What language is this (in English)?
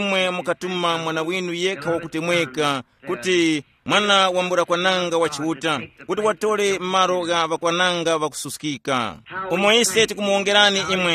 Tumbuka